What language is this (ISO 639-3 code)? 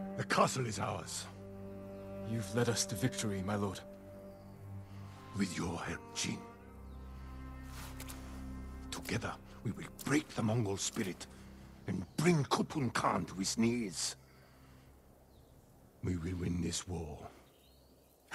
eng